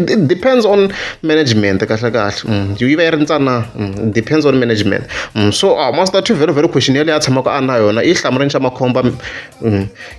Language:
Tsonga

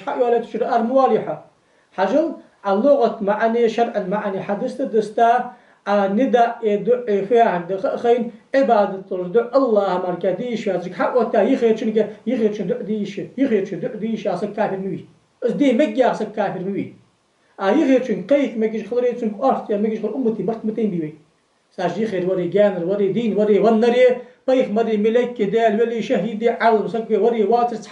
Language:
Ingush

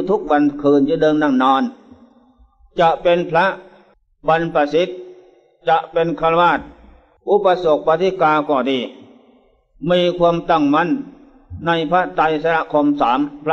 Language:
Thai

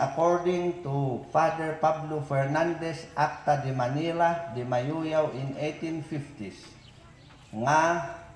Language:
Mayoyao Ifugao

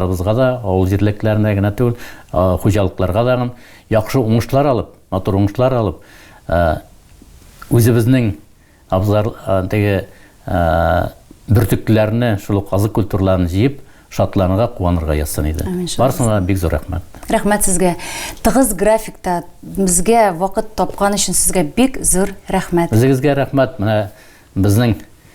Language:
Tatar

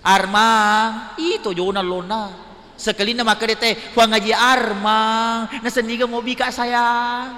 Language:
Buginese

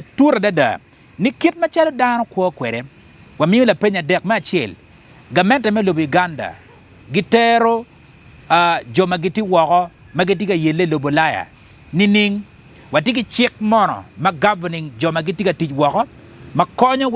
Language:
Acoli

